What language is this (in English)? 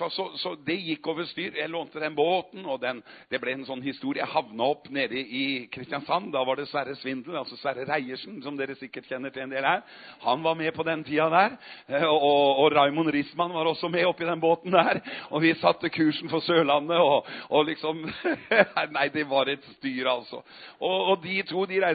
Norwegian